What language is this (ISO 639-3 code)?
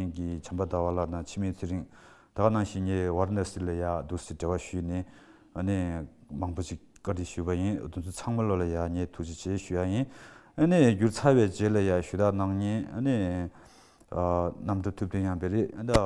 bod